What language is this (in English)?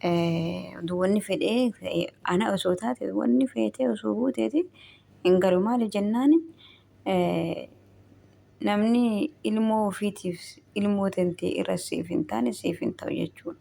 Oromo